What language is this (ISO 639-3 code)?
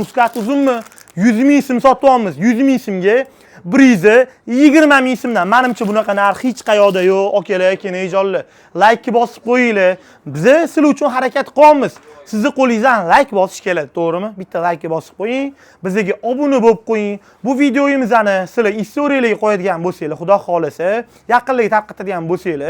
uzb